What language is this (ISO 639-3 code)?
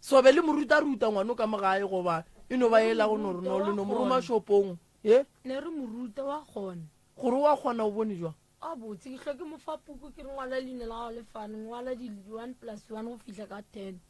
nso